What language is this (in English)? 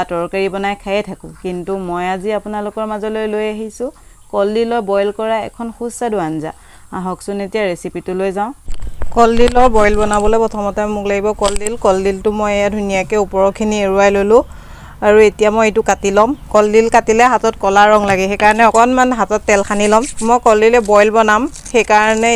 Assamese